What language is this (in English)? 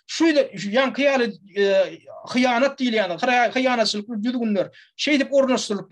Turkmen